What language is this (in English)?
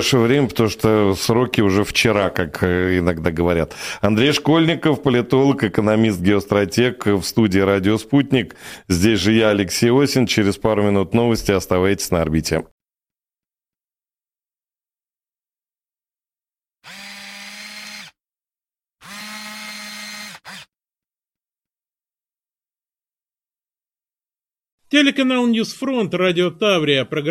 Russian